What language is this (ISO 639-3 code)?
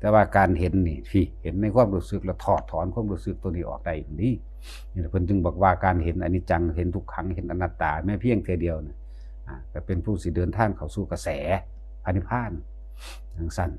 tts